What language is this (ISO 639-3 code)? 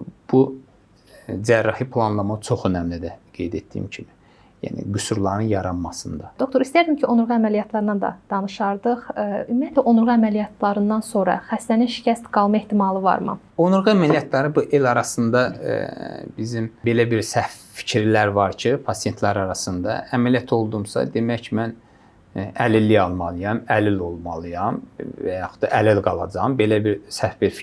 aze